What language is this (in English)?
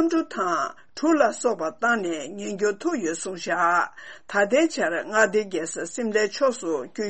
Tibetan